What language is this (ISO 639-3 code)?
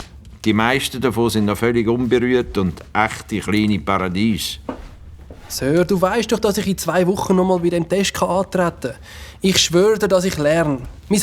gsw